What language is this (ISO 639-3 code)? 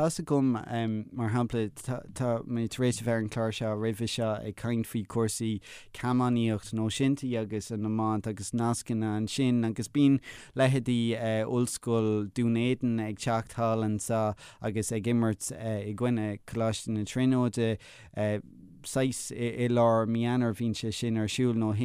gle